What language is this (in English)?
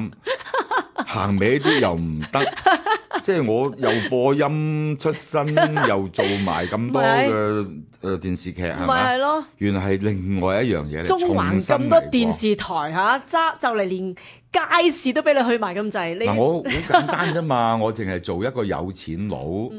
Cantonese